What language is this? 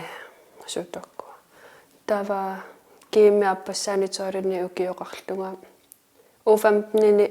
Kalaallisut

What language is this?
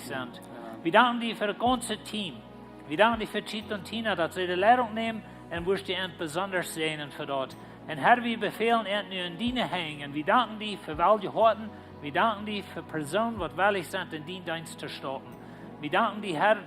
Plautdietsch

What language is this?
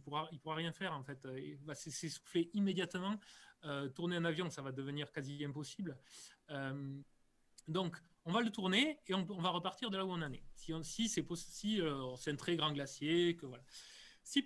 French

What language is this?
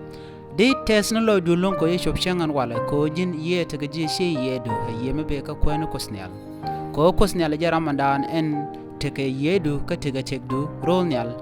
Nuer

